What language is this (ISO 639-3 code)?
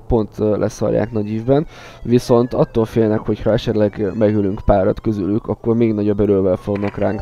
hun